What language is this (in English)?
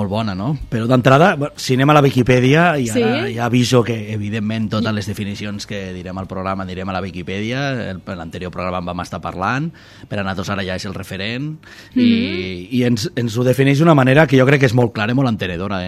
Catalan